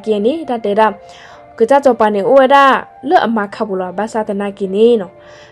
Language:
S'gaw Karen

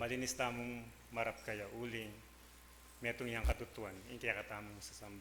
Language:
Pampanga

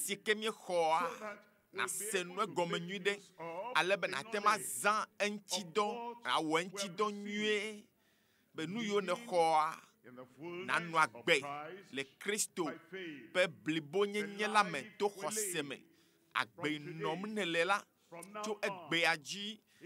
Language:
Ewe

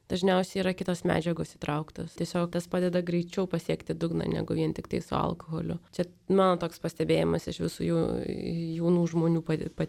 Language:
Lithuanian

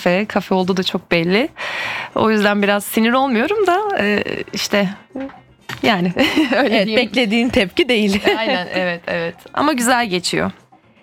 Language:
Turkish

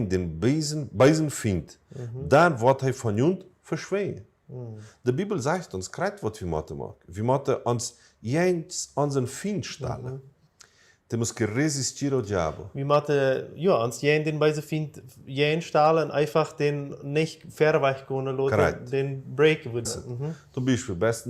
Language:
Plautdietsch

